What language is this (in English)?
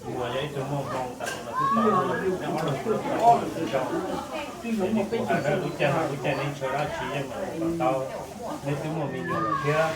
Hmong